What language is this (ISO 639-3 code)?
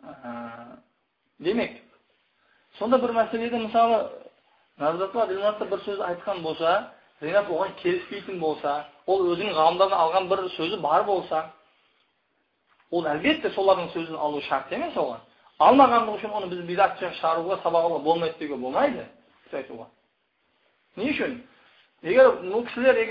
kaz